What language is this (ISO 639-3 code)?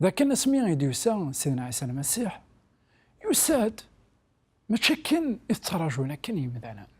kab